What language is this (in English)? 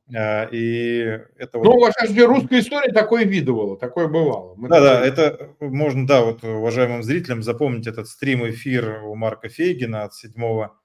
Russian